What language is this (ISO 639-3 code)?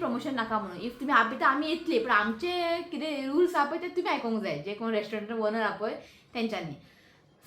kok